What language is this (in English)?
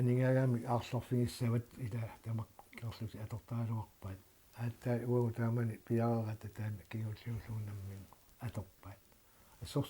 Kalaallisut